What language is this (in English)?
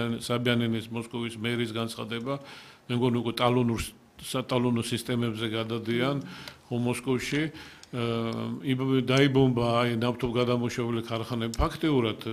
Georgian